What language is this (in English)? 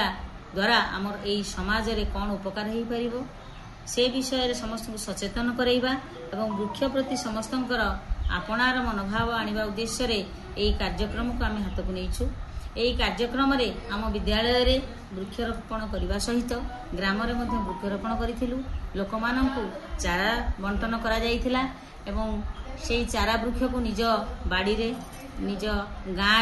Odia